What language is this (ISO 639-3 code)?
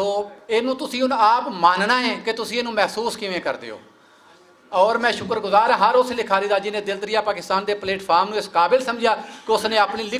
lah